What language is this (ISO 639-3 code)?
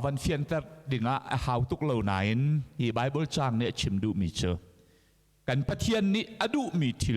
cnh